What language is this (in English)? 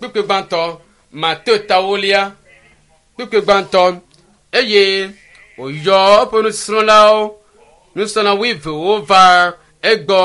Ewe